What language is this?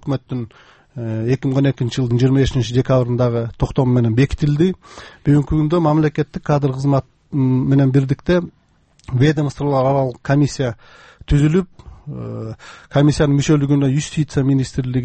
Kyrgyz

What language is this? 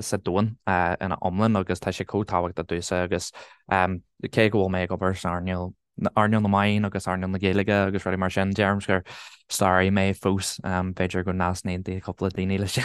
Irish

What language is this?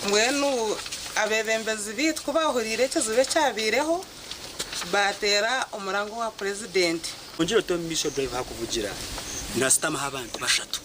Nyankole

